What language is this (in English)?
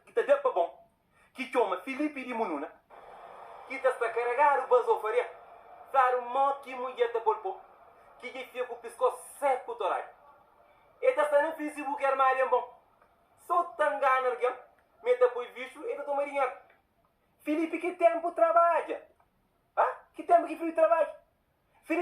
Kabuverdianu